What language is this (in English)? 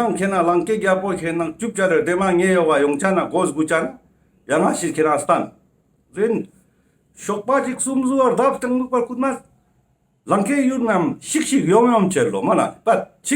Ladakhi